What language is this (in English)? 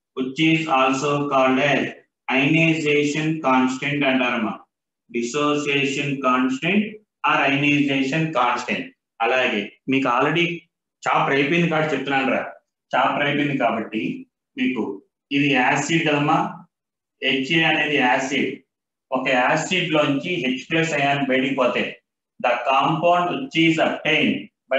Telugu